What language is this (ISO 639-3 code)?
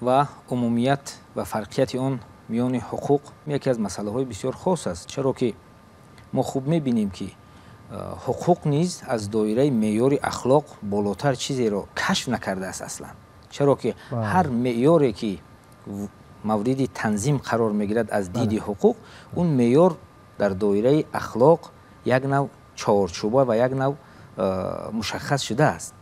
tgk